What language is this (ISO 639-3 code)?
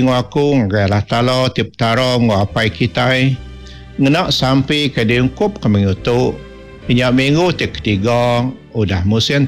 iba